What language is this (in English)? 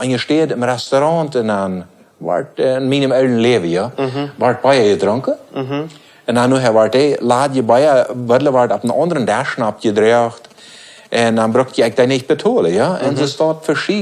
Plautdietsch